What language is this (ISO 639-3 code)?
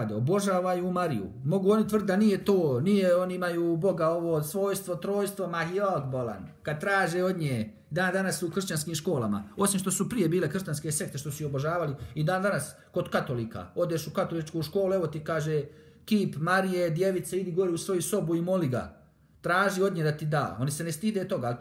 bos